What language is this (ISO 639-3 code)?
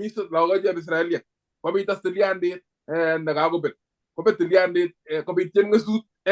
kln